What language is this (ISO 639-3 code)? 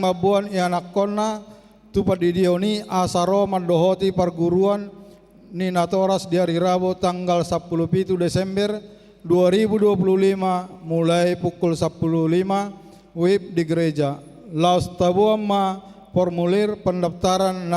bbc